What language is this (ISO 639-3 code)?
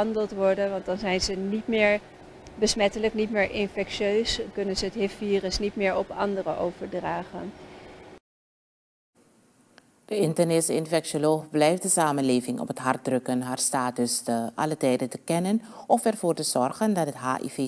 nld